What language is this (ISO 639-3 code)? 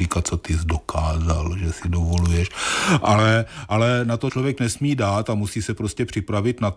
ces